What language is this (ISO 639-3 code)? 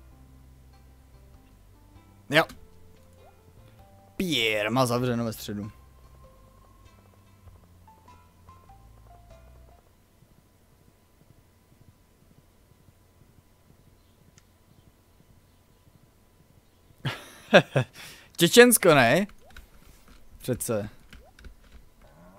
ces